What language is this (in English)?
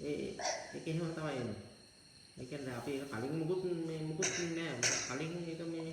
Sinhala